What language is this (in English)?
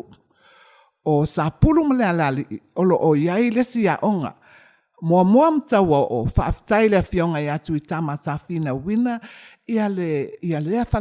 Samoan